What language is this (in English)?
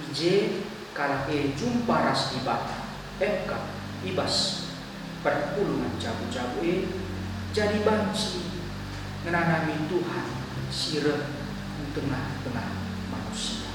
Batak Karo